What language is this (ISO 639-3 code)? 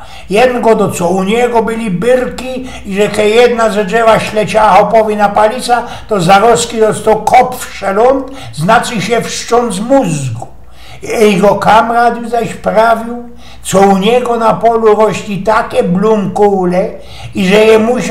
szl